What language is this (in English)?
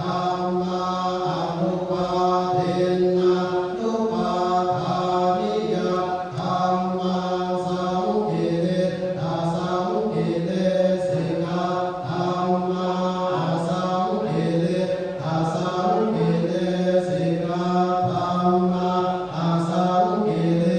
Pali